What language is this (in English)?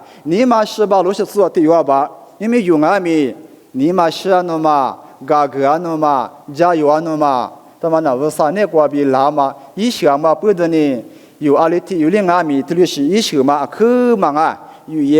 Lisu